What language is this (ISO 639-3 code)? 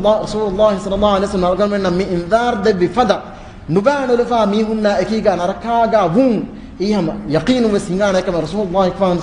div